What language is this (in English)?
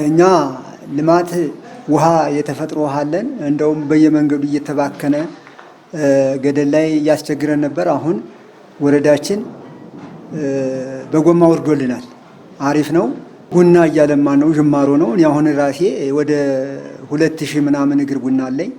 Amharic